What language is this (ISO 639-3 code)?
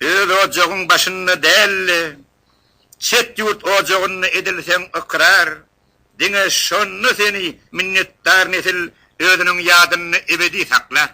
tuk